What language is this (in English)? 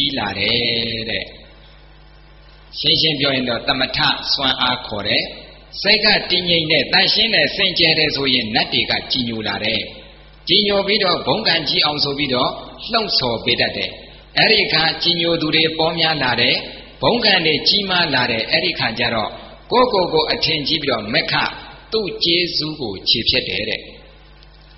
Burmese